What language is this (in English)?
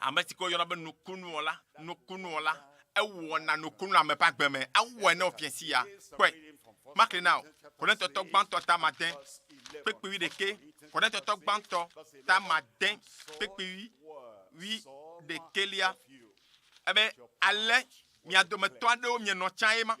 Ewe